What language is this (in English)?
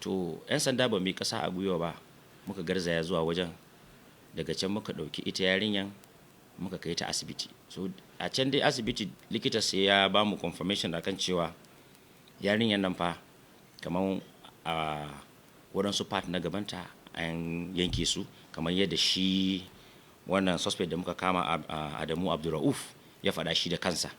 Hausa